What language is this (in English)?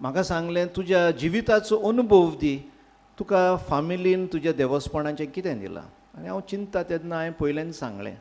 Konkani